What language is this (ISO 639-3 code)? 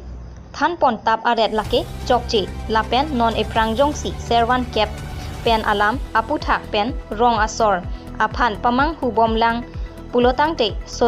mjw